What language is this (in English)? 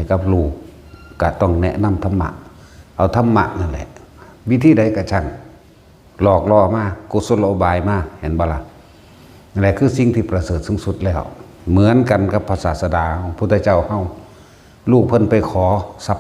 Northeastern Thai